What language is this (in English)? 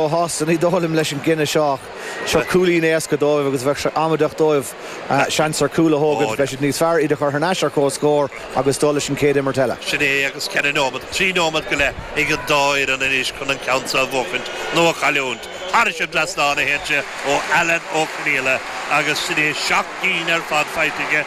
Irish